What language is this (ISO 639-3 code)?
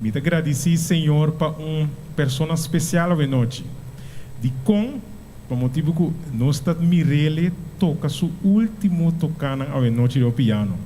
pap